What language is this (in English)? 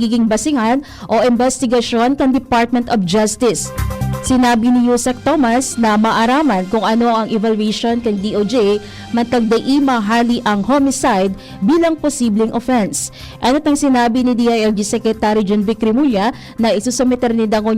Bikol